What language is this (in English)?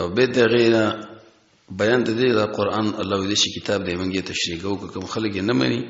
Pashto